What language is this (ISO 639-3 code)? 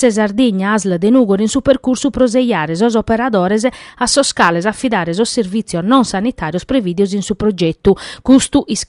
srd